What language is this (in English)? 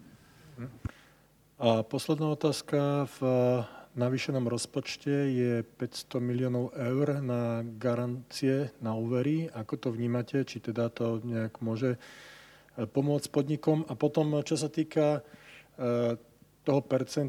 Slovak